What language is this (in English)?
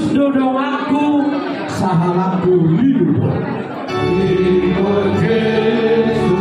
Batak Toba